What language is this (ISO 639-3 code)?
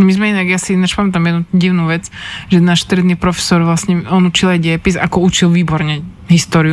slk